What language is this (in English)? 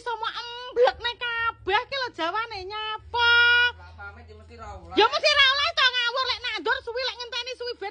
Javanese